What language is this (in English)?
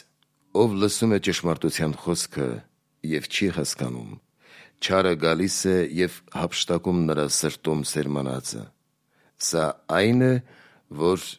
Armenian